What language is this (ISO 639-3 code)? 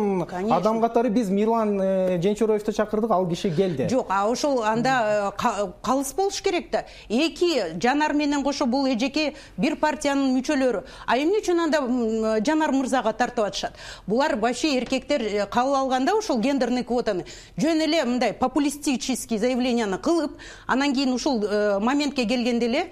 kir